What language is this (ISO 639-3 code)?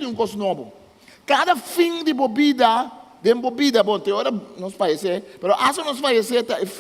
pap